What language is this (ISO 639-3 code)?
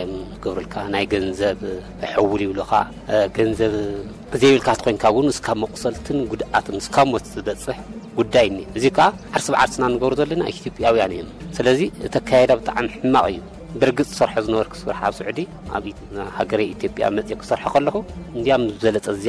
tir